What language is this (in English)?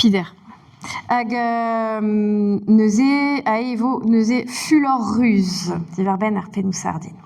Breton